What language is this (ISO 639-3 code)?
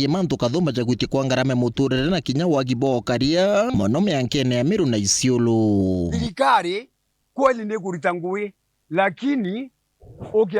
mer